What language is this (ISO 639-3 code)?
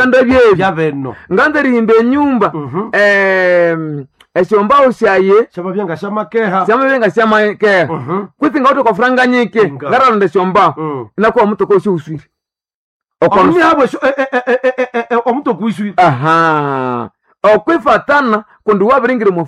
nnb